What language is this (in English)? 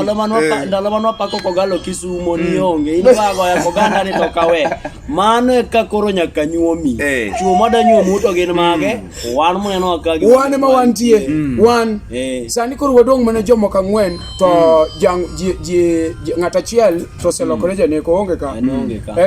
Luo (Kenya and Tanzania)